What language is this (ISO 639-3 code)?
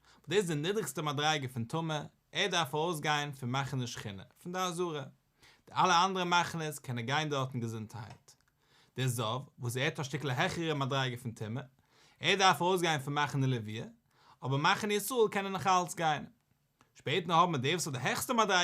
yid